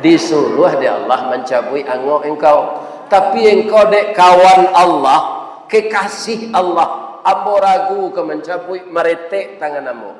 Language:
Minangkabau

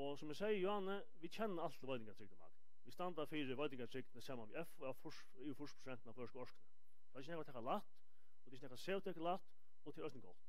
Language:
Faroese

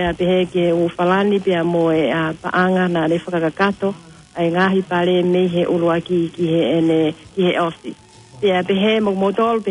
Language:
Tongan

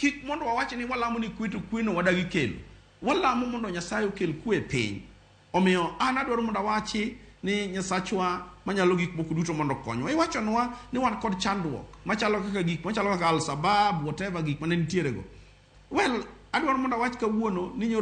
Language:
Luo (Kenya and Tanzania)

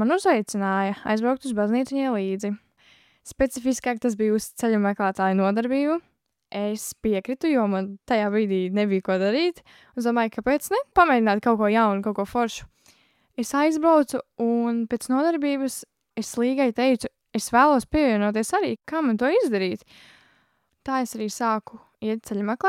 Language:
Latvian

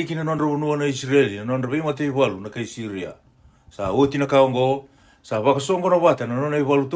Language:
Fijian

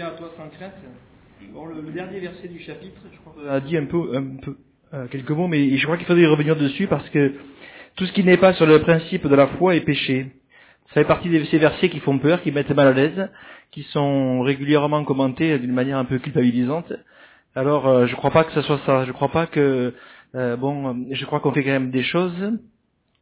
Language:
French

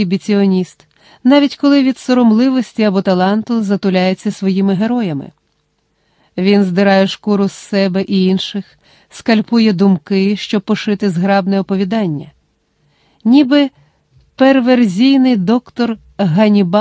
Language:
Ukrainian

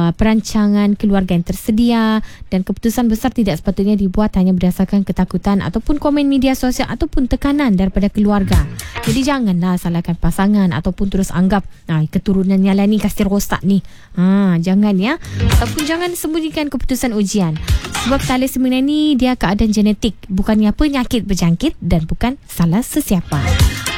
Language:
Malay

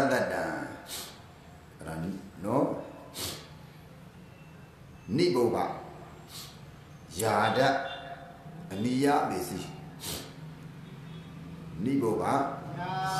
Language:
Burmese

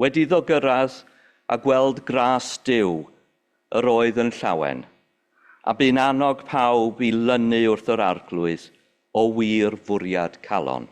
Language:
Welsh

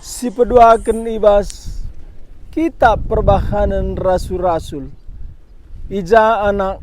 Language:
Batak Karo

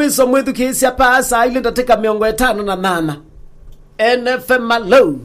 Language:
Kamba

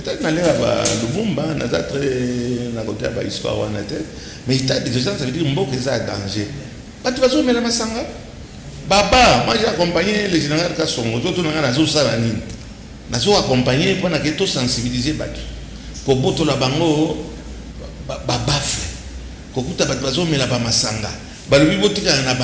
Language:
Lingala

